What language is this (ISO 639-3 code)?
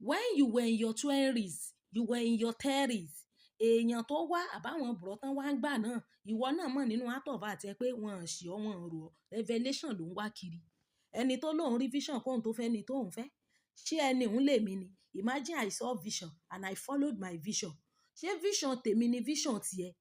yor